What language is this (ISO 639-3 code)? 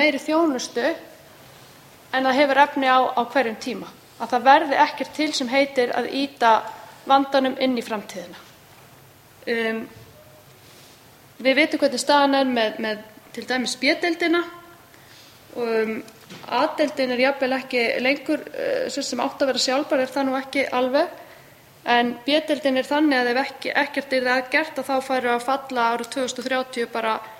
isl